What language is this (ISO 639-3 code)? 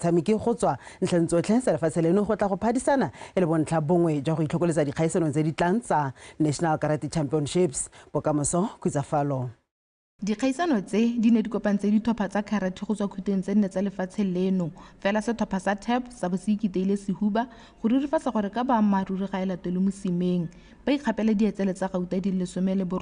tsn